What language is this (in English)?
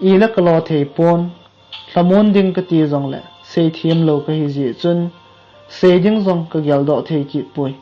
Thado Chin